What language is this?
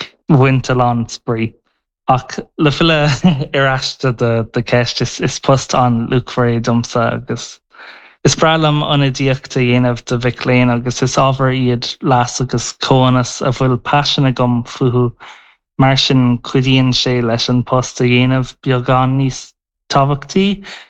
Irish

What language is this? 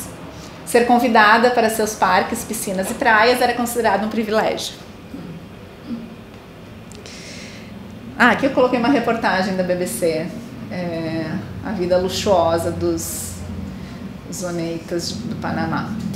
Portuguese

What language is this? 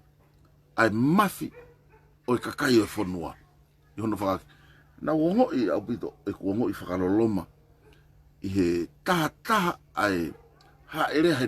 Tongan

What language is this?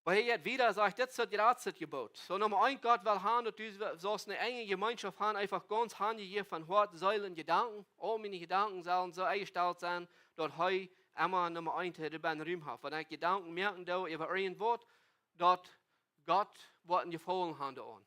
Plautdietsch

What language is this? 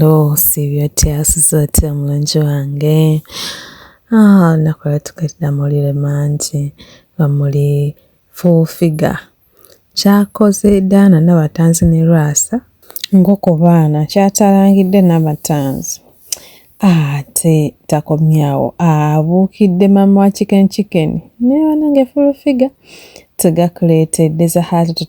Ganda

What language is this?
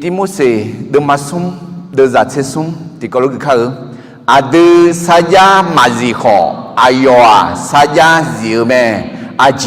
Akha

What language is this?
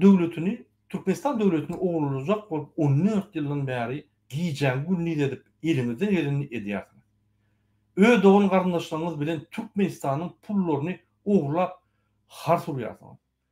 Turkmen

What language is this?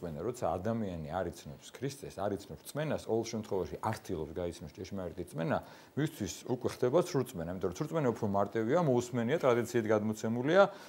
Georgian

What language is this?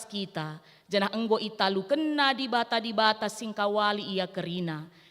Batak Karo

